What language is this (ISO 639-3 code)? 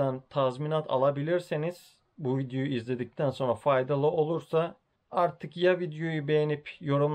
tur